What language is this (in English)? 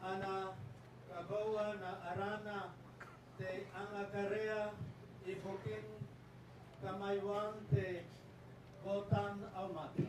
Gilbertese